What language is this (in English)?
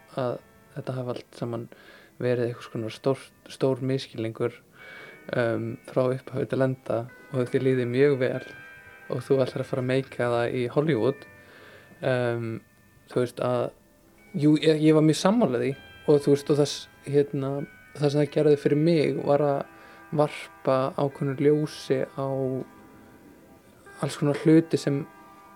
Icelandic